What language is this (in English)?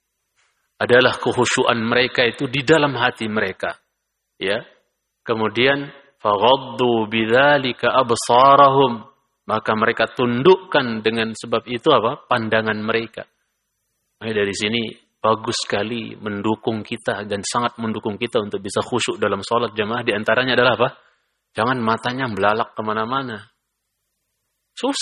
Indonesian